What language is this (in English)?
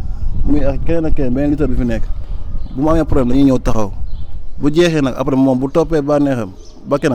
Wolof